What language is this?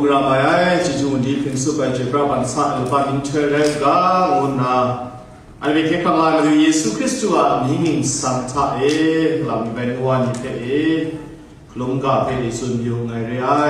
Kachin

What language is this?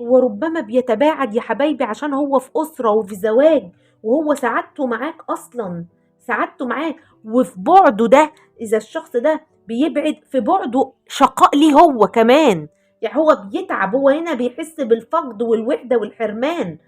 Egyptian Arabic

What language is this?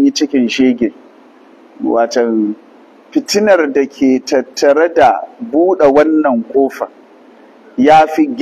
Hausa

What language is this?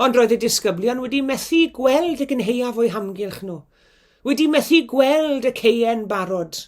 Welsh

